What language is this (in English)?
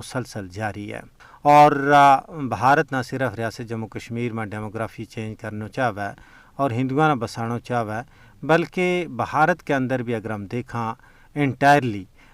Gujari